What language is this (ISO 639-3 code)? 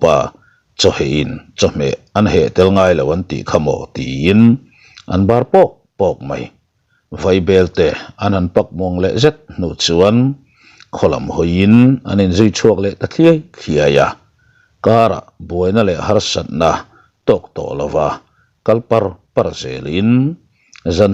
lus